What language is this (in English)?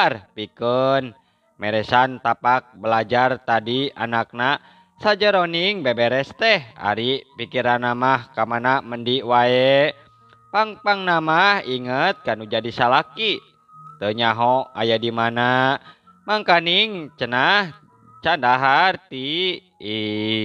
Sundanese